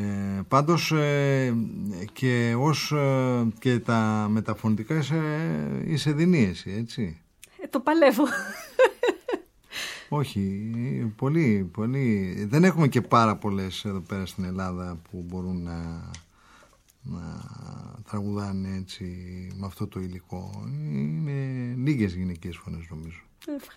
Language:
Greek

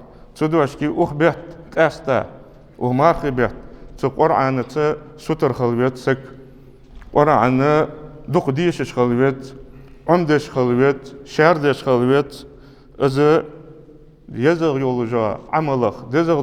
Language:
Ingush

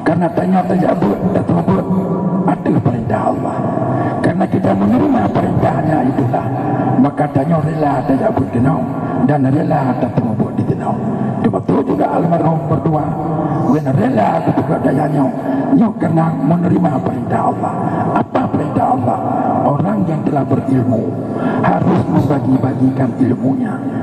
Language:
Achinese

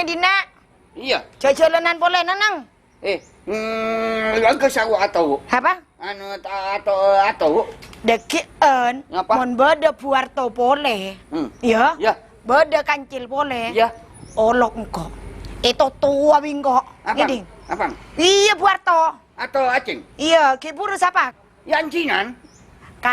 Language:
Madurese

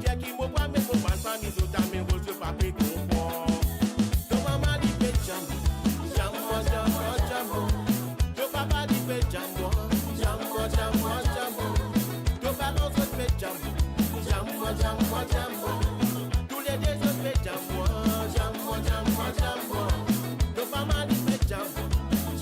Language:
Morisyen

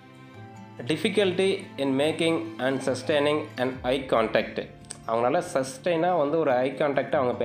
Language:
Tamil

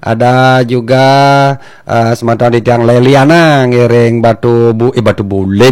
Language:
Balinese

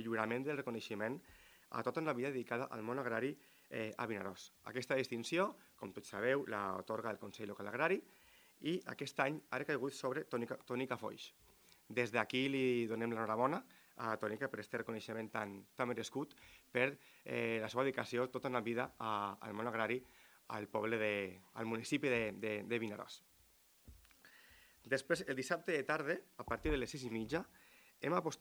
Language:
Catalan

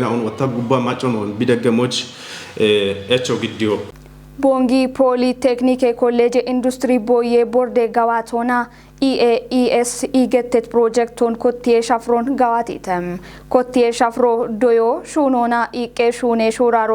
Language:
Kafa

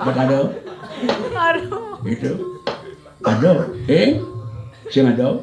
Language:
Balinese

